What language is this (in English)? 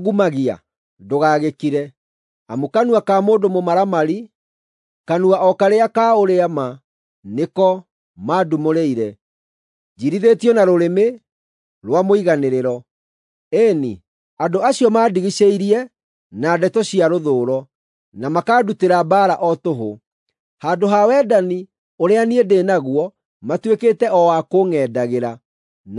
Kikuyu